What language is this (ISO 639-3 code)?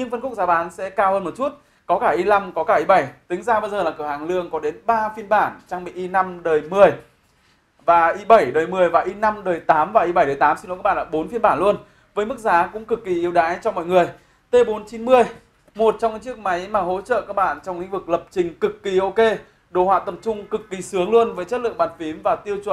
vie